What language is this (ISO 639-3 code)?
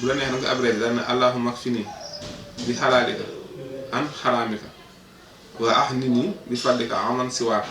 wol